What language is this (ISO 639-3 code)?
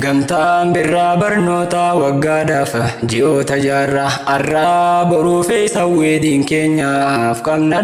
orm